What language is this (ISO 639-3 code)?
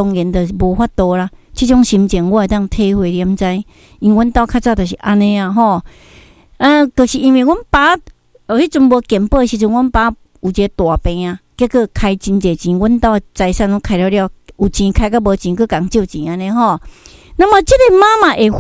nan